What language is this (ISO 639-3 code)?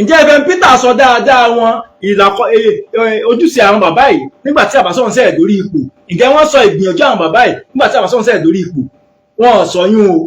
yor